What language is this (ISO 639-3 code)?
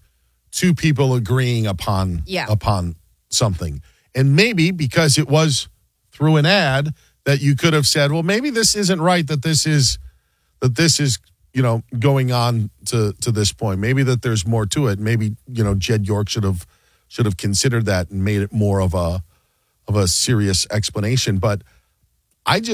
eng